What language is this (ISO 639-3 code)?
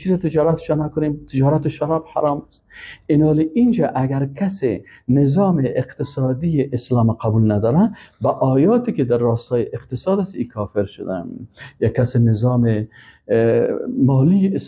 fas